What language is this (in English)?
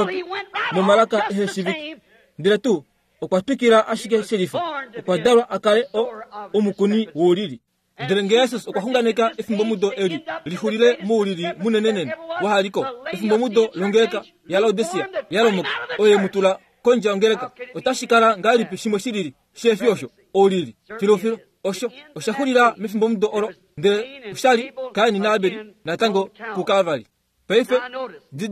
Kuanyama